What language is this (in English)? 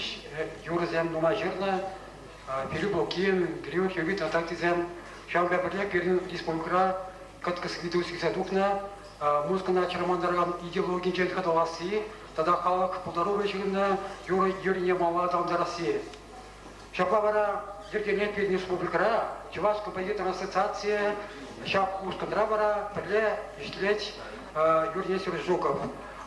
Chuvash